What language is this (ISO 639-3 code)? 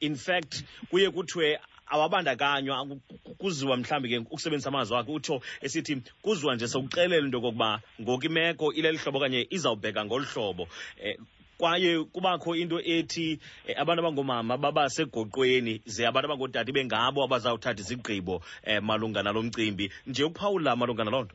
xho